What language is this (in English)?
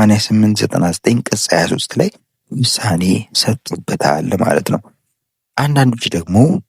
Amharic